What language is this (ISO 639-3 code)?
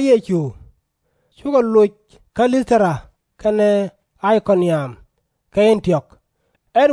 nus